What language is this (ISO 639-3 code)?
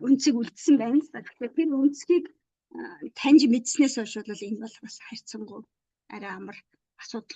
mon